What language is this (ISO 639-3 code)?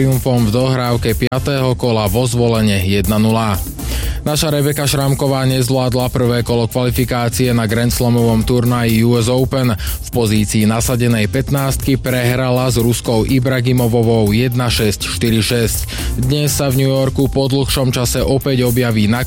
slk